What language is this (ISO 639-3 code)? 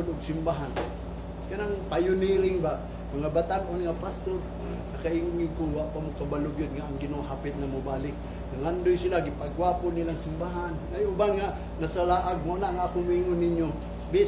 ceb